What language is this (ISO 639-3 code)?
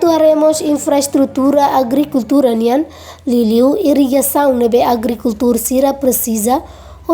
tet